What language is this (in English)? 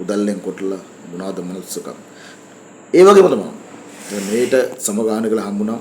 Sinhala